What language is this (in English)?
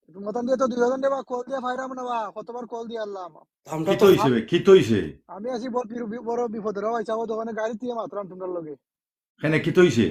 Sylheti